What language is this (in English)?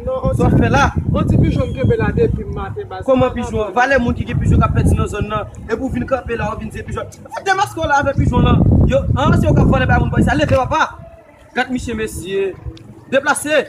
Haitian Creole